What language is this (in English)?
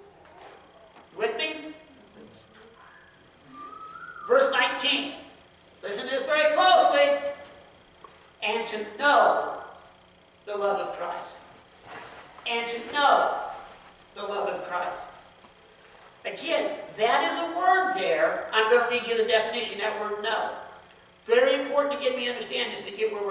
English